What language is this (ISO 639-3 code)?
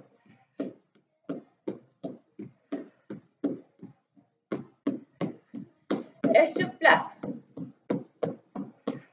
fra